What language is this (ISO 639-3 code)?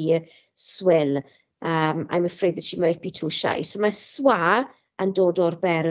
cym